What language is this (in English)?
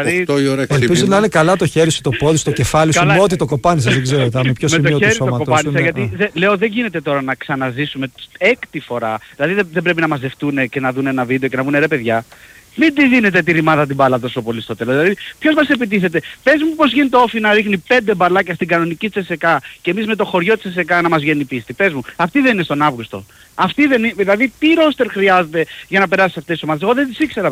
Greek